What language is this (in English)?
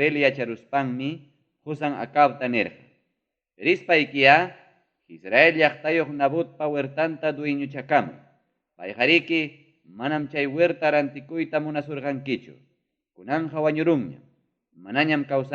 Ayacucho Quechua